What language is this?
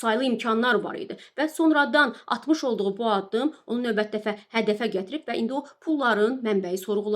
Azerbaijani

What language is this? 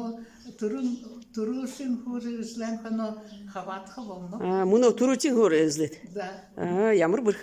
Buriat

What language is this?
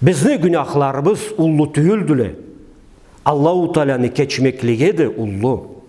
Karachay-Balkar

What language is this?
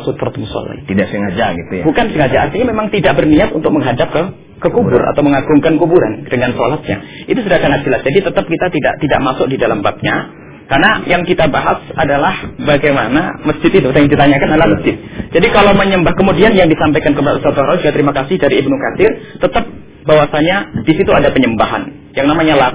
Indonesian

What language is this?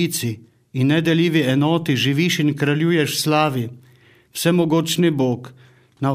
Slovenian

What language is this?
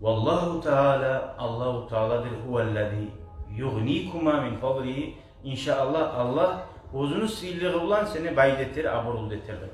Kumyk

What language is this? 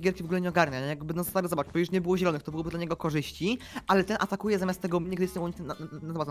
Polish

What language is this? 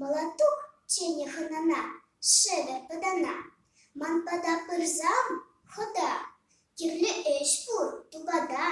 Chuvash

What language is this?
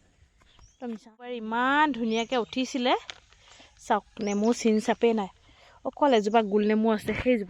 Assamese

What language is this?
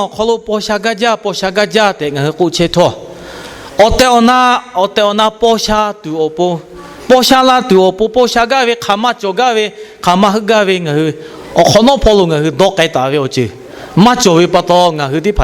Lahu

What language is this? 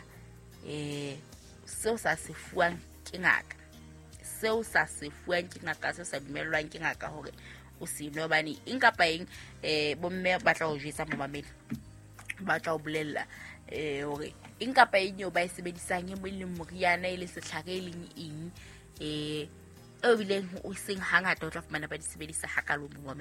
Southern Sotho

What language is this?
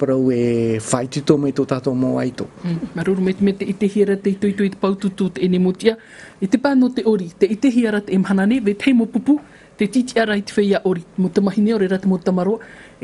Tahitian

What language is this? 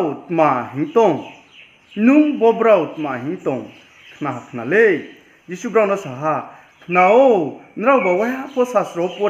Riang (India)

